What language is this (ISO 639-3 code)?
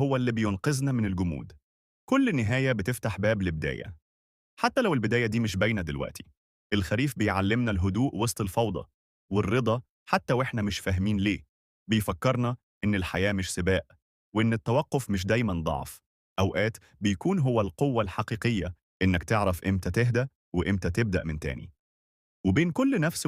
arz